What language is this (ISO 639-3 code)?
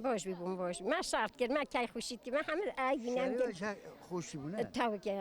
kur